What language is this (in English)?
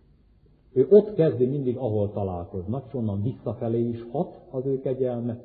Hungarian